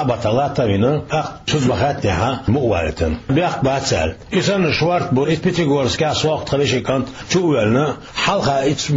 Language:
Chechen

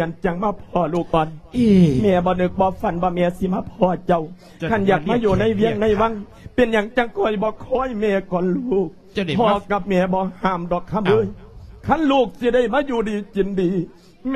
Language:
Lao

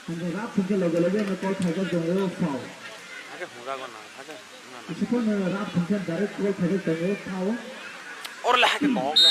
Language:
Kok Borok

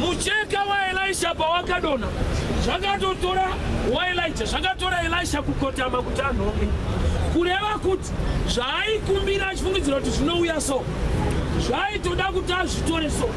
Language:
Shona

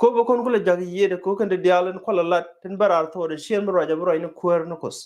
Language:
Nuer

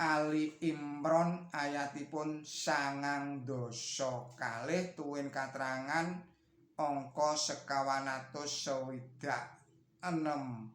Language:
Javanese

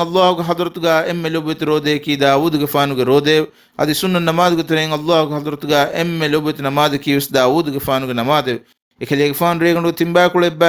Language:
Divehi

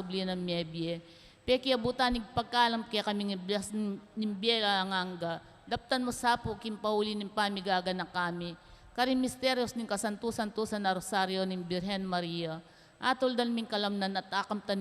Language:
Pampanga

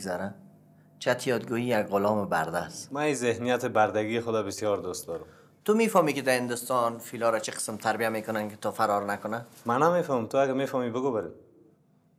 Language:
Persian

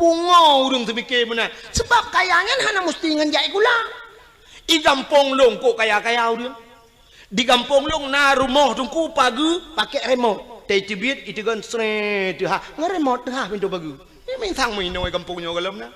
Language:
Achinese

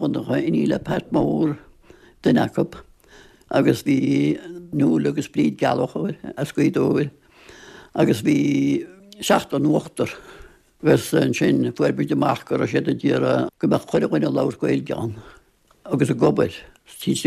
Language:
Irish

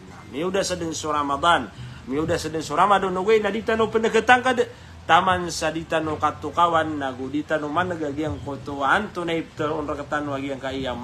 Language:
Maranao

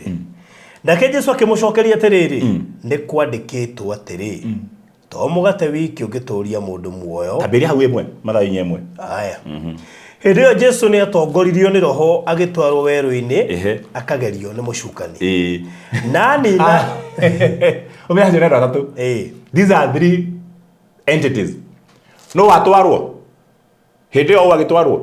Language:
Kikuyu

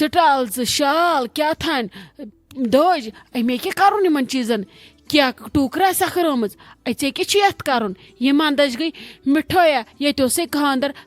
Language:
Kashmiri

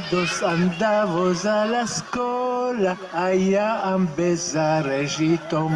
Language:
Ladino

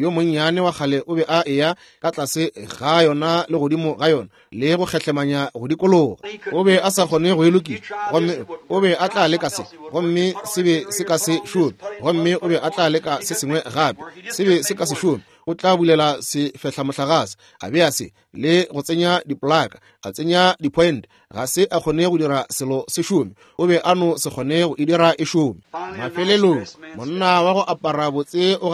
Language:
Northern Sotho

